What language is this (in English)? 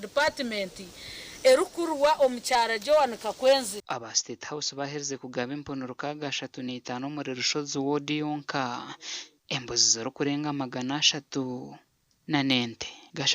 Nyankole